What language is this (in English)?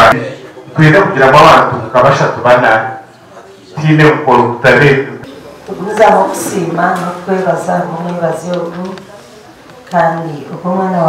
Nyankole